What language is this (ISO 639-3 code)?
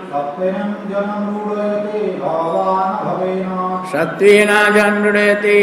ori